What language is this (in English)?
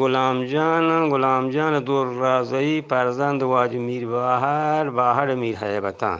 Eastern Balochi